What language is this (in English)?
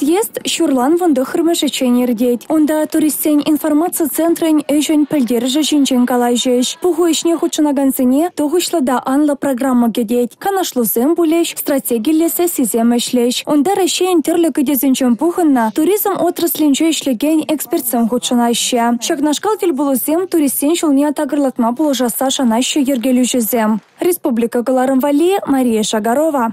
Chuvash